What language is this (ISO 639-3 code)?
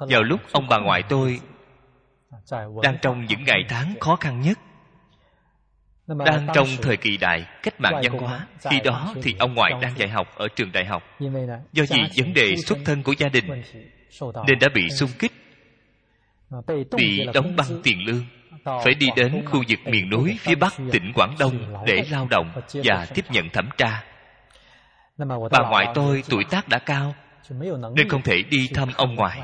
vie